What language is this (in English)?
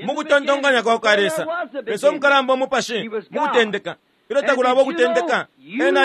Bemba